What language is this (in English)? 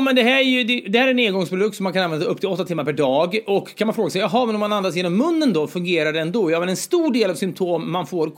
Swedish